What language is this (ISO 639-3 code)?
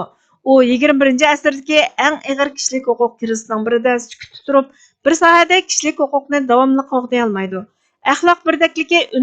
uig